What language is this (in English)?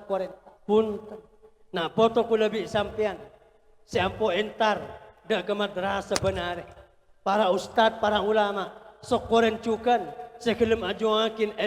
Madurese